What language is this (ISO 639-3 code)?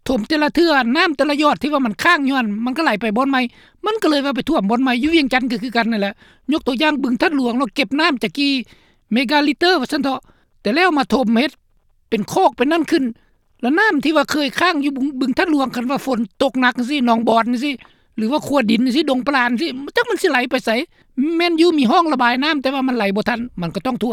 lao